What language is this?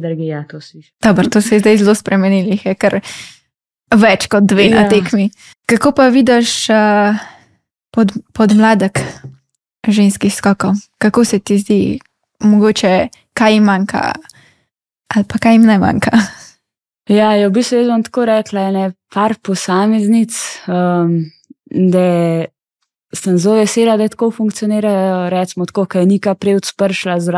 Slovenian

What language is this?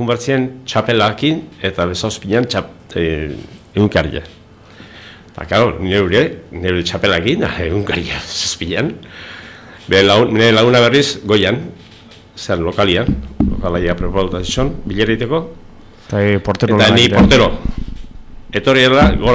Basque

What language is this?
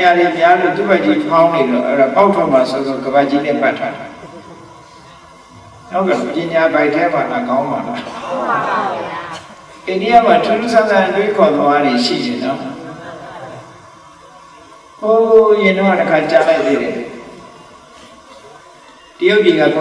Burmese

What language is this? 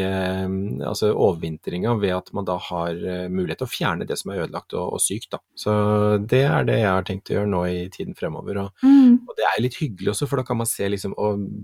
Norwegian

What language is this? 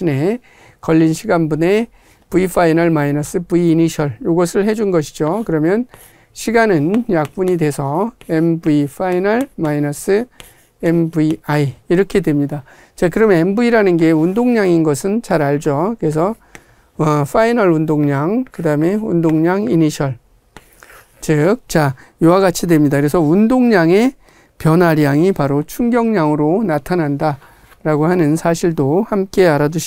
Korean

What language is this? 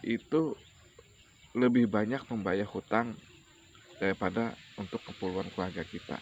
Banjar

